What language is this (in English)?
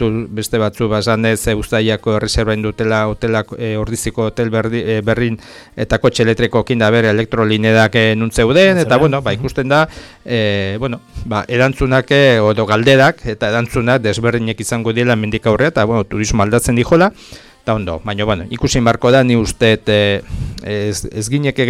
Basque